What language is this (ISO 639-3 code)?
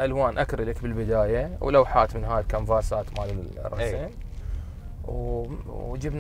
acm